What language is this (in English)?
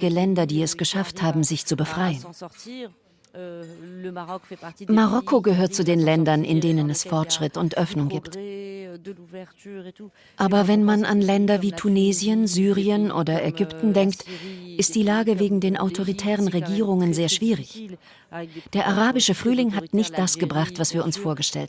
Swiss German